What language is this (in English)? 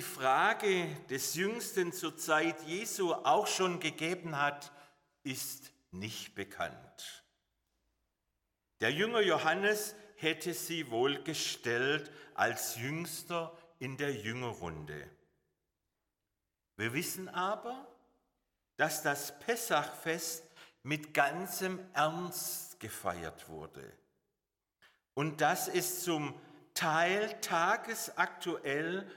German